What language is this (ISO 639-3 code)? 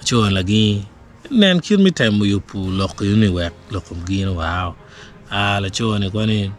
ach